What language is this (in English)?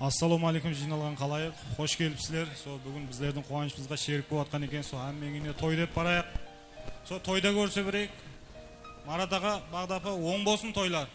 Kara-Kalpak